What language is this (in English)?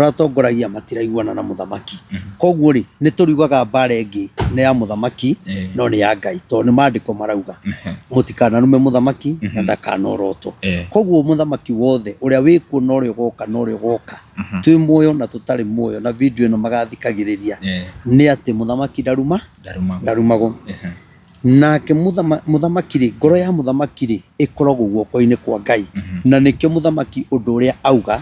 Kikuyu